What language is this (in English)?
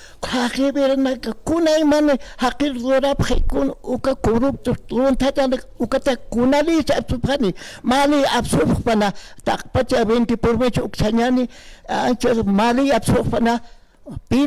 Aymara